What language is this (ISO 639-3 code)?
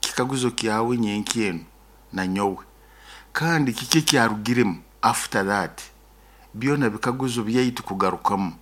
nyo